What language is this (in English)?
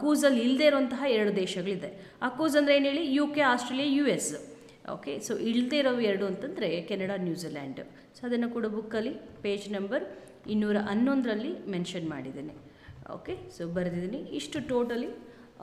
Kannada